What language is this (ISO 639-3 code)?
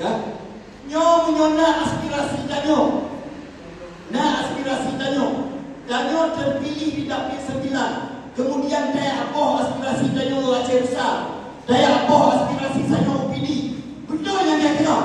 ace